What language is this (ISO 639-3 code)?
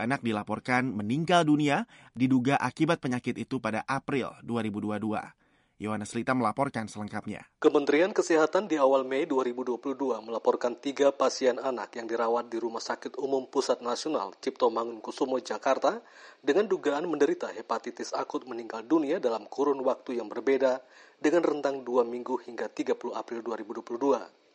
ind